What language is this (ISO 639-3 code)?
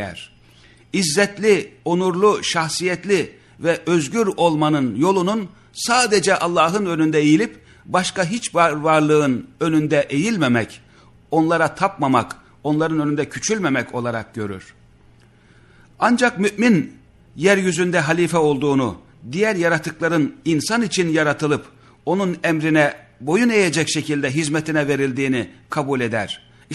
tur